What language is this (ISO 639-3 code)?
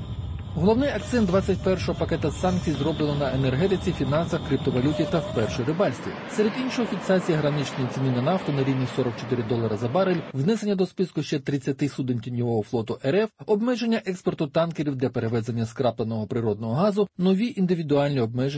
ukr